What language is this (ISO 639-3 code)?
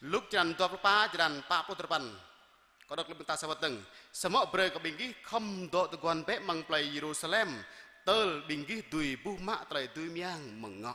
jra